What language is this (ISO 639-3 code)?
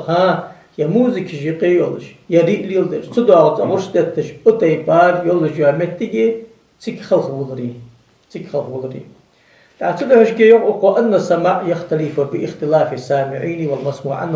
inh